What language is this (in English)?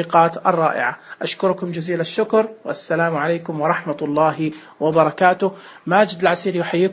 Najdi Arabic